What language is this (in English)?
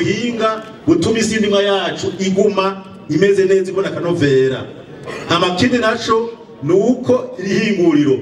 Rundi